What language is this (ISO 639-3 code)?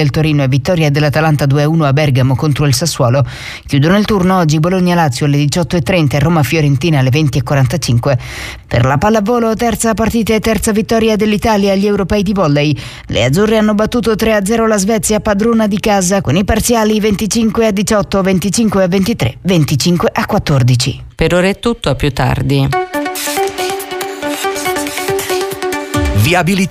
ita